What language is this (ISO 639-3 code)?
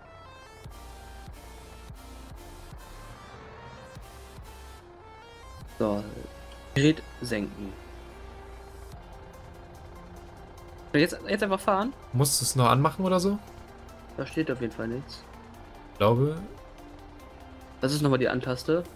deu